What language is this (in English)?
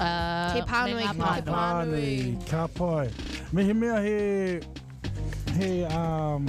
Māori